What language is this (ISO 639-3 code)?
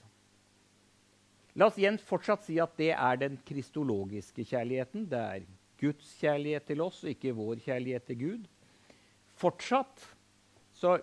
nor